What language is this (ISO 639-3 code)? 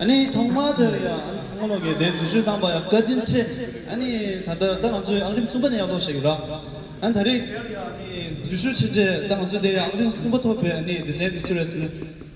bod